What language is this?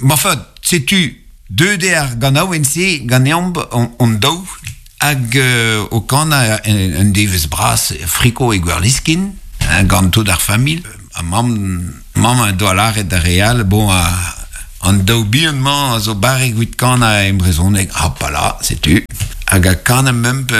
Breton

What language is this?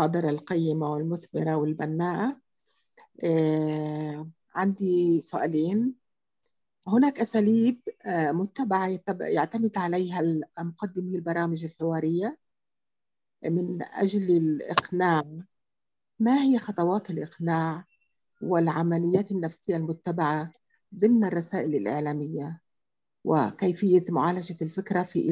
Arabic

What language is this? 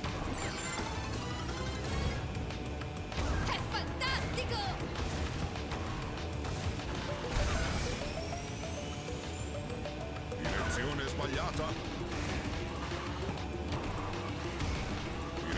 Italian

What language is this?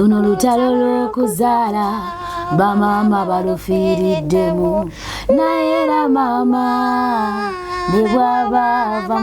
Ganda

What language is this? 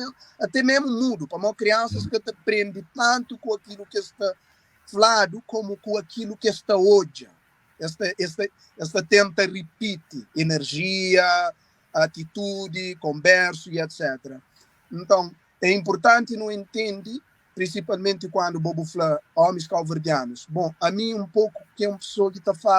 Kabuverdianu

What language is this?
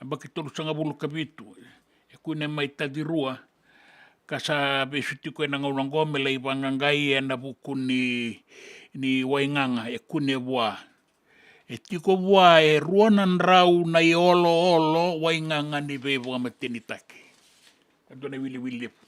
Fijian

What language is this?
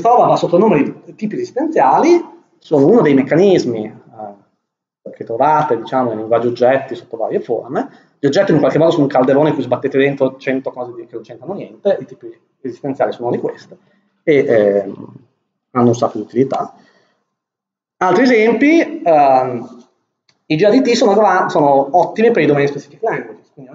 Italian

